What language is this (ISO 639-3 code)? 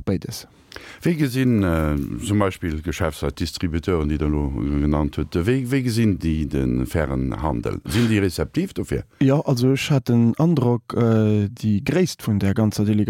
ltz